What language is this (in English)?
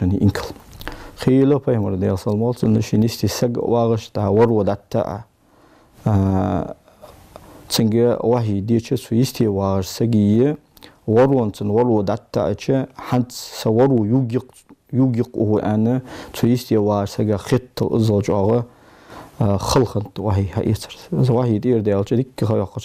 Ingush